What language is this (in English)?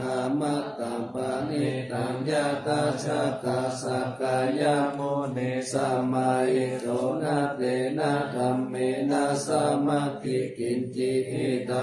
Pali